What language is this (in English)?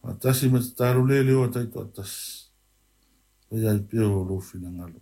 Samoan